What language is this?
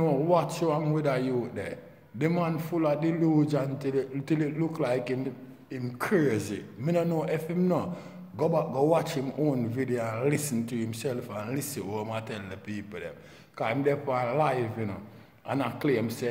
Jamaican Creole English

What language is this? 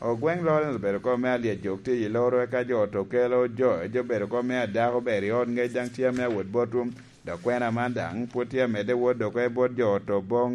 Lango (Uganda)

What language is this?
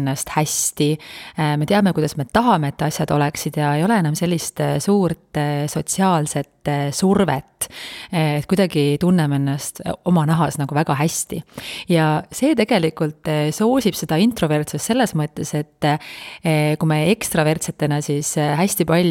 Estonian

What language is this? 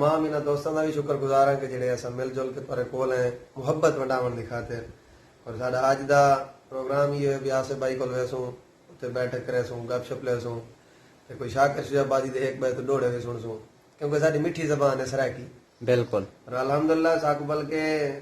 Saraiki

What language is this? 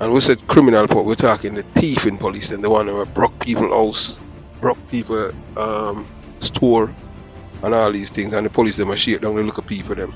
Jamaican Creole English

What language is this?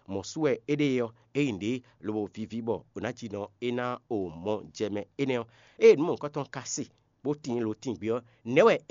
Fon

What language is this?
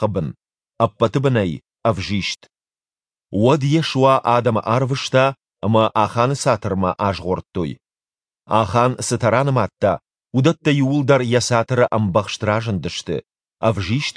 Ossetic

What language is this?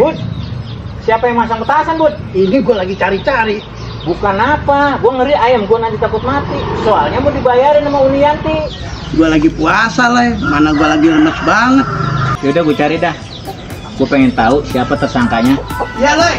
Betawi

